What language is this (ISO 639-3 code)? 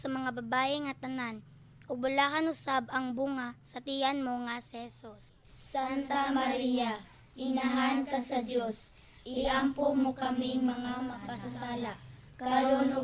ceb